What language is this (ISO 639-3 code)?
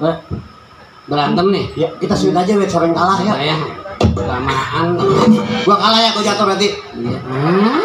bew